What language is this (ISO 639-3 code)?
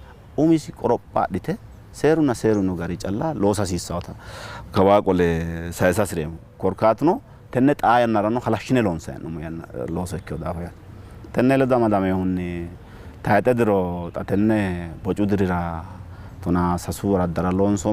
sid